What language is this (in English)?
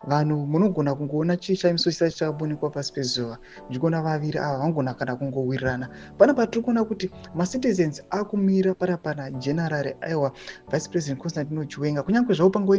Shona